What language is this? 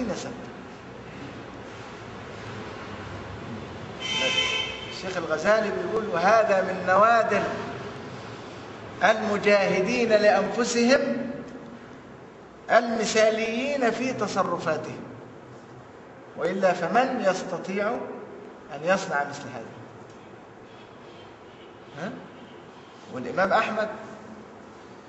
Arabic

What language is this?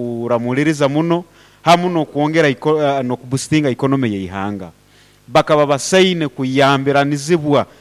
Nyoro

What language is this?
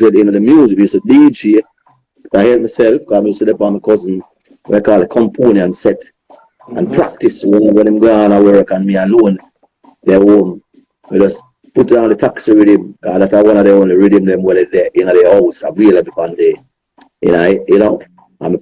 Jamaican Creole English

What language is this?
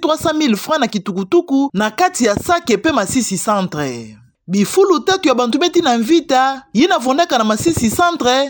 Kituba (Democratic Republic of Congo)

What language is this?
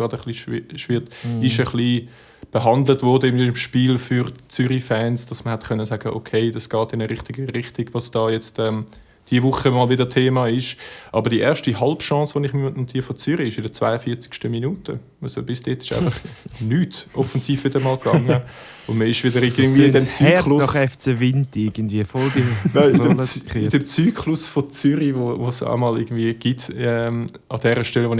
Swiss German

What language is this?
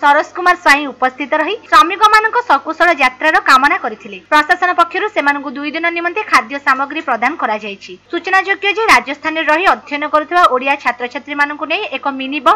Odia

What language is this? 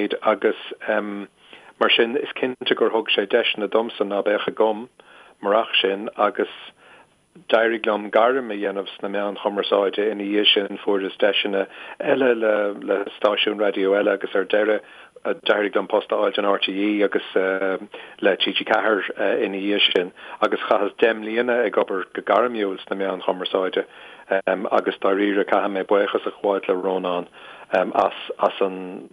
Irish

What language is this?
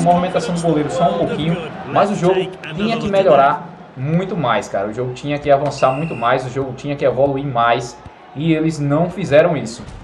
Portuguese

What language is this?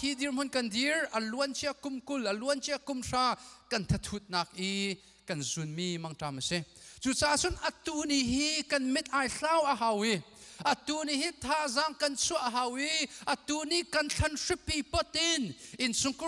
Hakha Chin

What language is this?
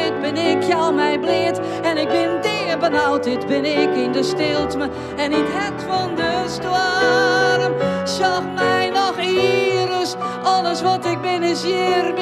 Western Frisian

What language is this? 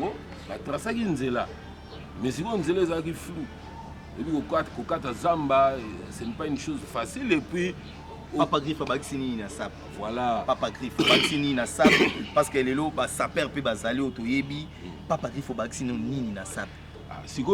Lingala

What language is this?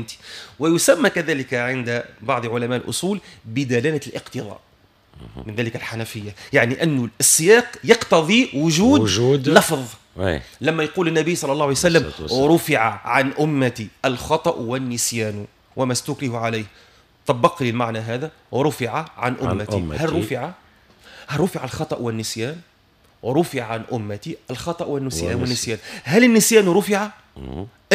Tunisian Arabic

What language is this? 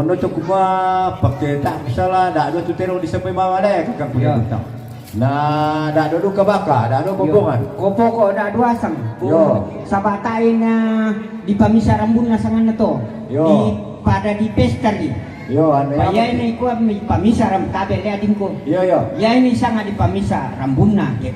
Toraja-Sa'dan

